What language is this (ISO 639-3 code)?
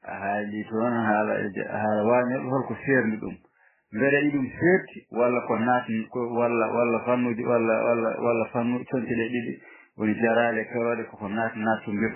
ful